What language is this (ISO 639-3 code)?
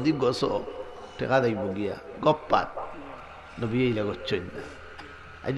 syl